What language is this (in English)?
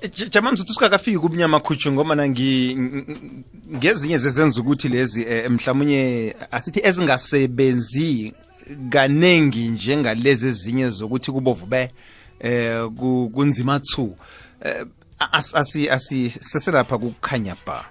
South Ndebele